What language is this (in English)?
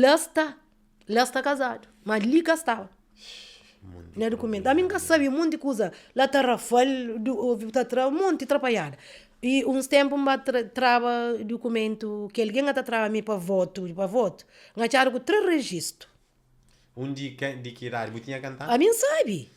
Kabuverdianu